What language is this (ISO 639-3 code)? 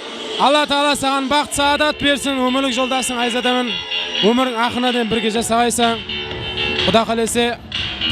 kaa